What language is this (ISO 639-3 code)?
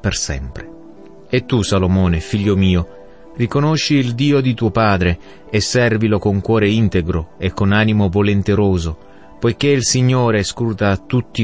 ita